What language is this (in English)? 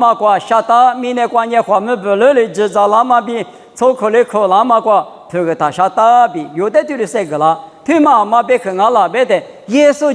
Lisu